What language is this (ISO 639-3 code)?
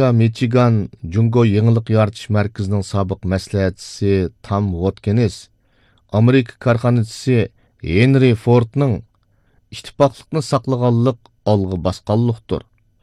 uig